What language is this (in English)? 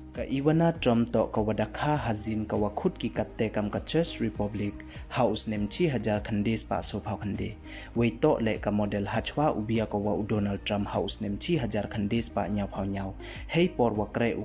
Pnar